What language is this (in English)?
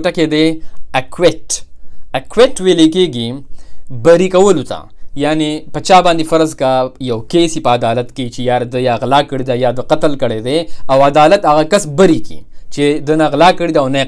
Pashto